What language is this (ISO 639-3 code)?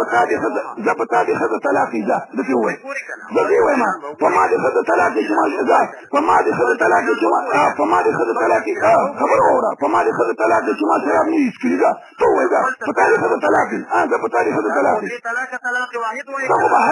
pus